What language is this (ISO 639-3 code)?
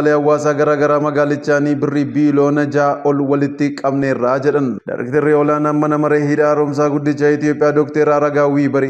orm